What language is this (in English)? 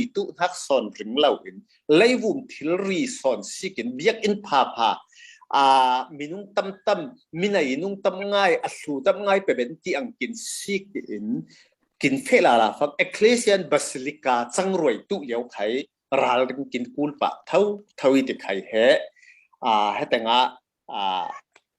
Falam Chin